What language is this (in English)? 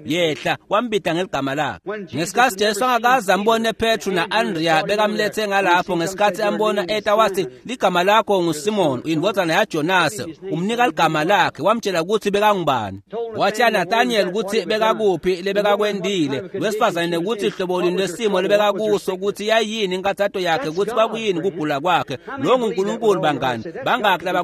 Swati